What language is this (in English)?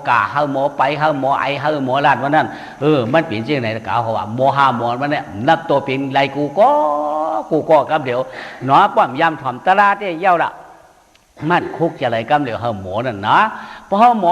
Shan